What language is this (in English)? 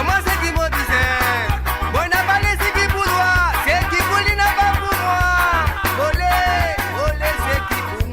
Morisyen